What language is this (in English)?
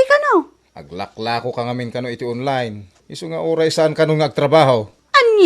Iloko